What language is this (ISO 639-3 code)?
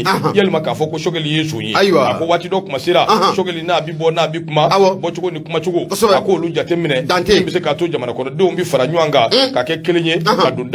bam